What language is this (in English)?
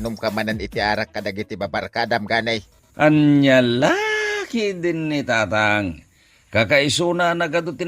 Iloko